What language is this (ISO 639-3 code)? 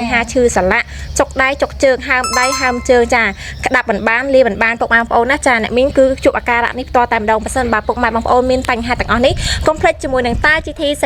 khm